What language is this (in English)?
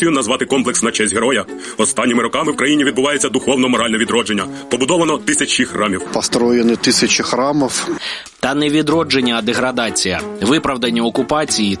Ukrainian